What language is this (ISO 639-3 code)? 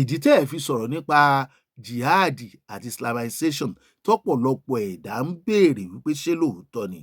yor